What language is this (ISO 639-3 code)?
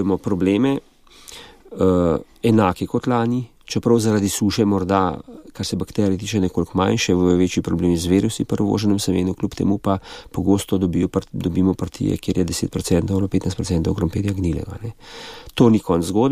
slv